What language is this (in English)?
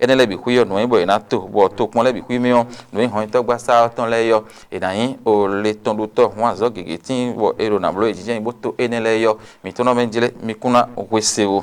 Fon